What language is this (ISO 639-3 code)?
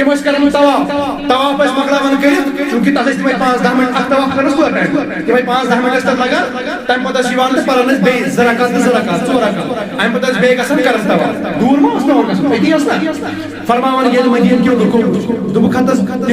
kas